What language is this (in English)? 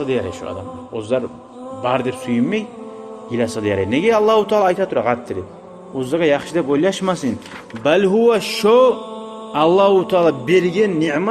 Kumyk